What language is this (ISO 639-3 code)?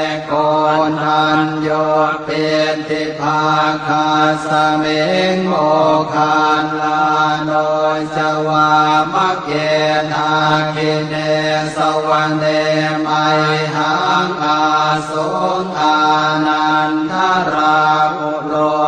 pli